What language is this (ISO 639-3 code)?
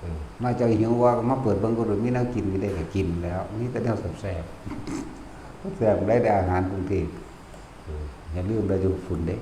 tts